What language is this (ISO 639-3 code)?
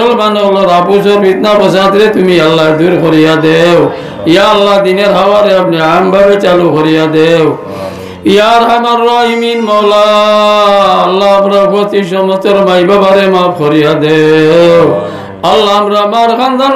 syl